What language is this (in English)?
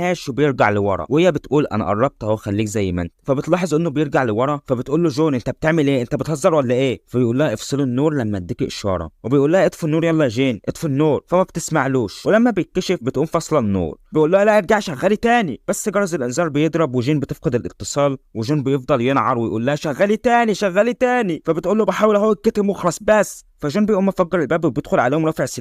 Egyptian Arabic